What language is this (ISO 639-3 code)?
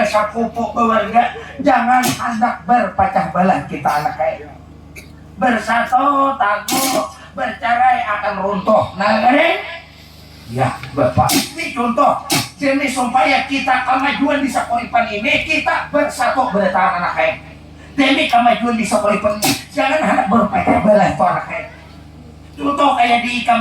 bjn